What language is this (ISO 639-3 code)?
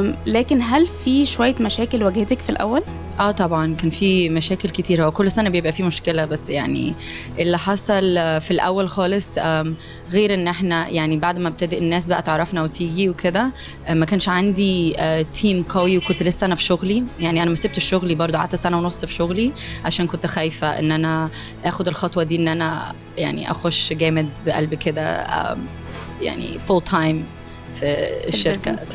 arz